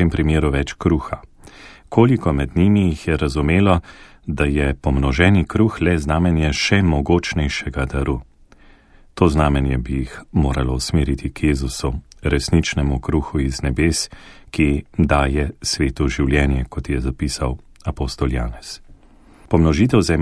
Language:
Slovenian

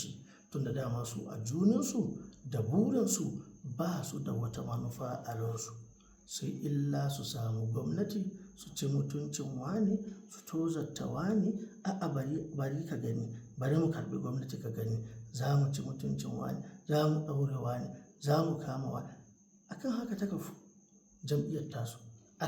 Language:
Hausa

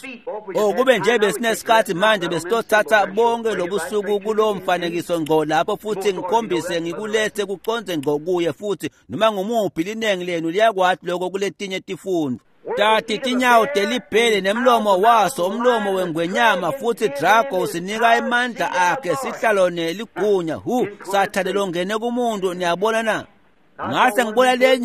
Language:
Swati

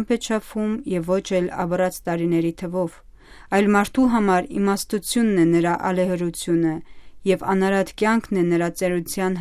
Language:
Armenian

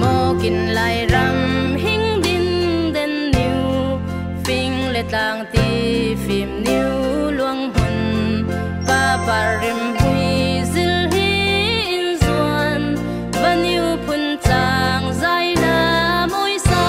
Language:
Falam Chin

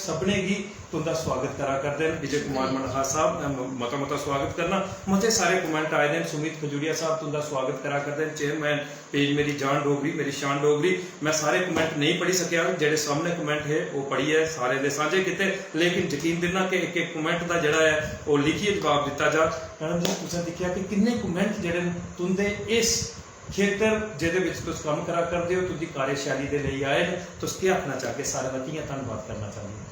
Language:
Dogri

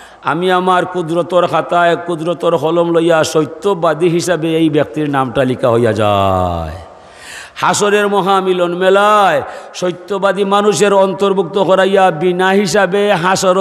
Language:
Sylheti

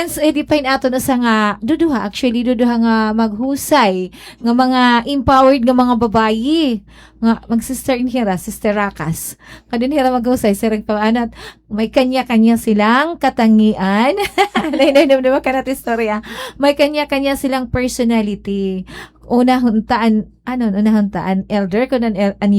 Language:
Waray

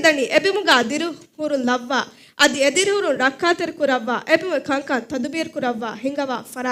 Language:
Divehi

